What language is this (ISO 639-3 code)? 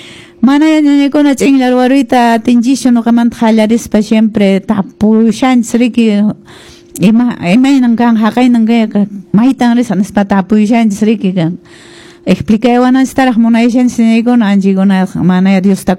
que